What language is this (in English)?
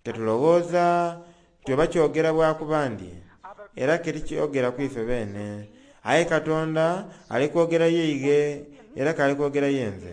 Soga